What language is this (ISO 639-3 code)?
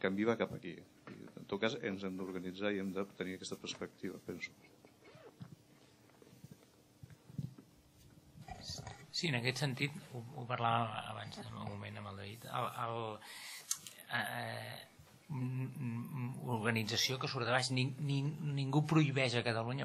cat